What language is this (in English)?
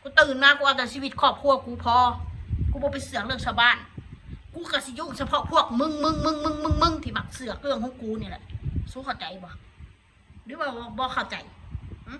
Northeastern Thai